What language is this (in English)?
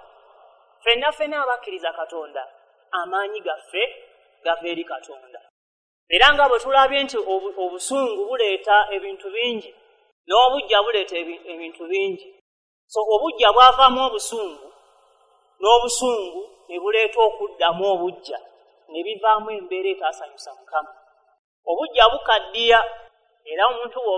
Ganda